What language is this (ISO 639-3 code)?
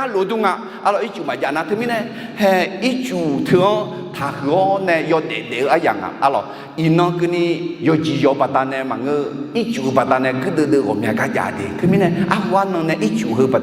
ahk